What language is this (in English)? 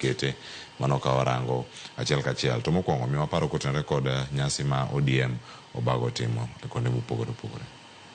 Luo (Kenya and Tanzania)